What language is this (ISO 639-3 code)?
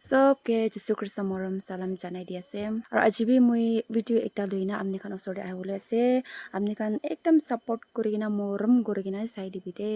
nag